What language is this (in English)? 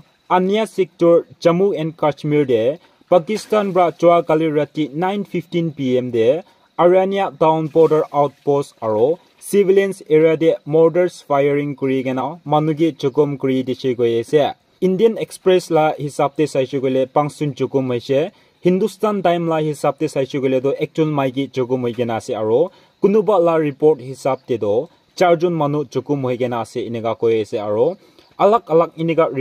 Naga Pidgin